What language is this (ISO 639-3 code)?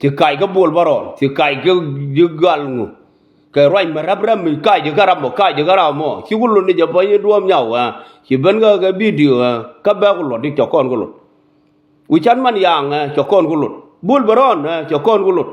nus